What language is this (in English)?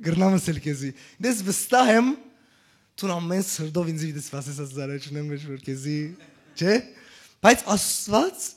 Western Armenian